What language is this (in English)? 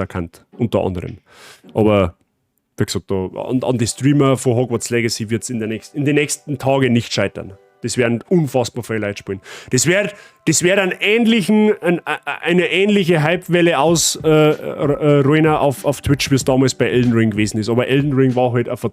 Bavarian